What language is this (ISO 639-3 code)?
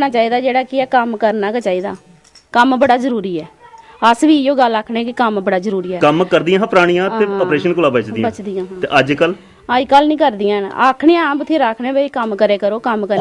doi